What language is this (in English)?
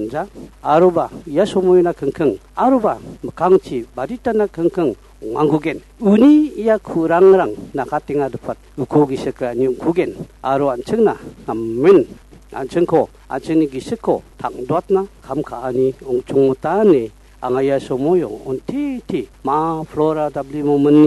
Garo